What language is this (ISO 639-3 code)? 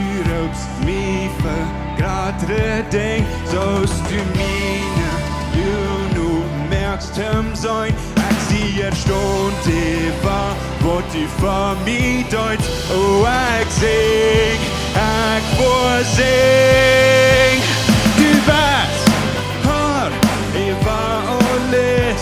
pdt